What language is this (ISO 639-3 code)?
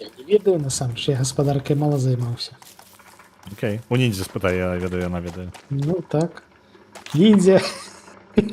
bel